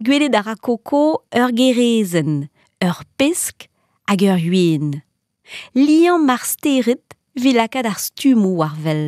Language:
Breton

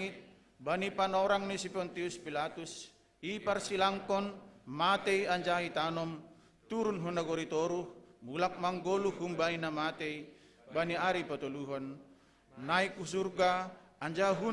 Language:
Batak Simalungun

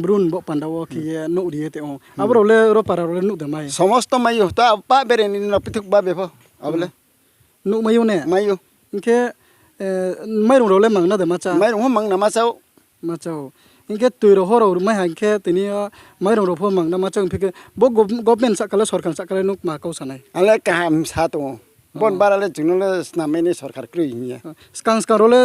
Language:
Riang (India)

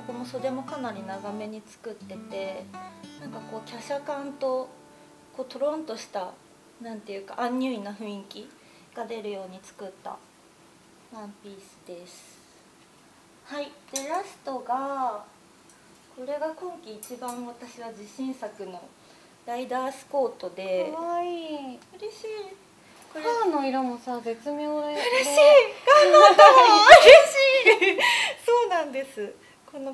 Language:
Japanese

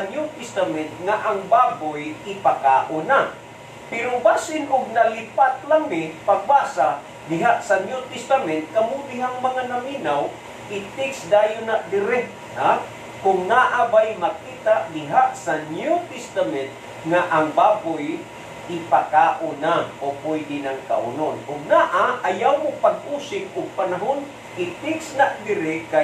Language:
Cebuano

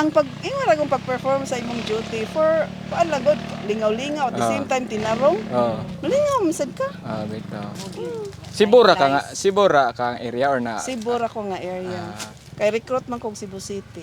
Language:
Cebuano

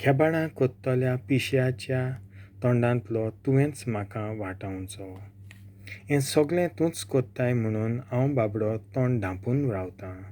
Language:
Konkani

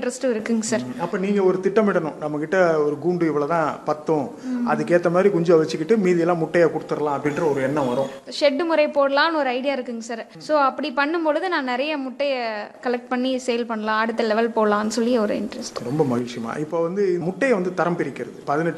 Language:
Tamil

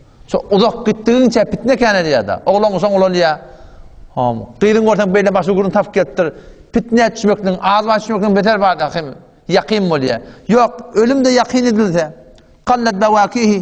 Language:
Turkmen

